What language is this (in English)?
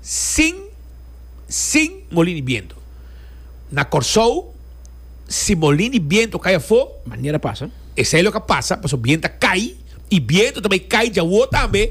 Papiamento